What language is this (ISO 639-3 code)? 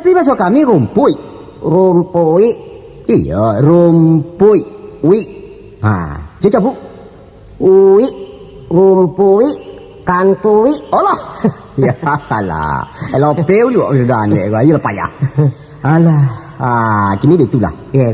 min